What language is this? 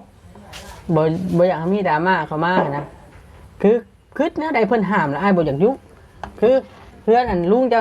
Lao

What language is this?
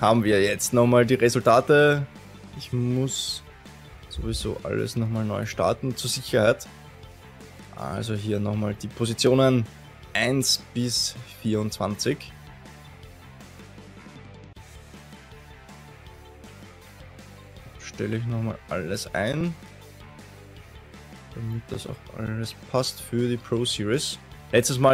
German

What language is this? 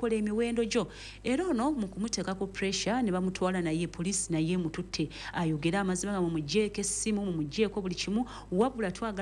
Ganda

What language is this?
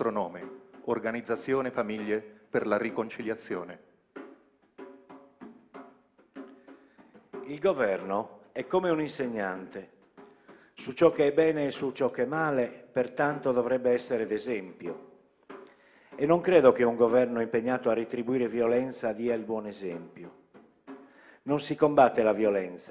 Italian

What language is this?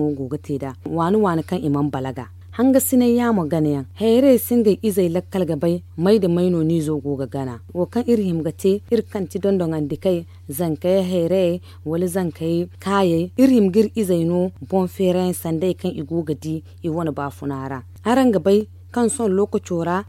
Zarma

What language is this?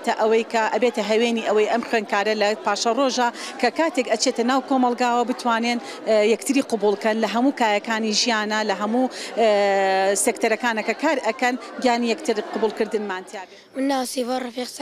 Central Kurdish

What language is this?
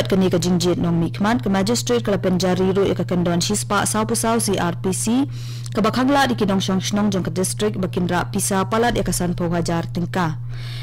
Khasi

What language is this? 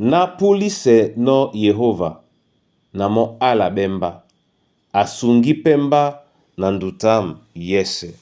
Duala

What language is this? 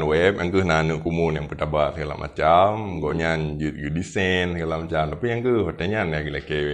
Achinese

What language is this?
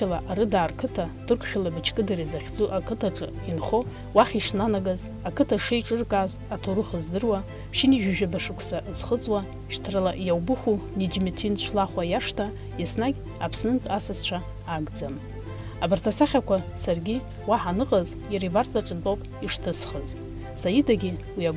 Abkhazian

